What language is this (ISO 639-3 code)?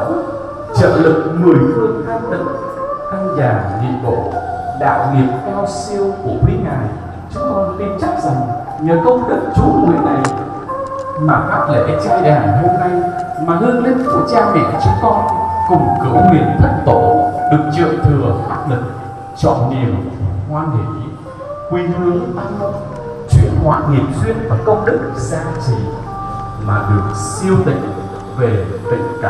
vie